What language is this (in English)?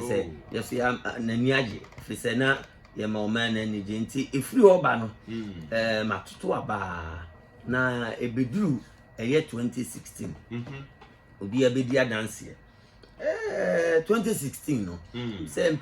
Akan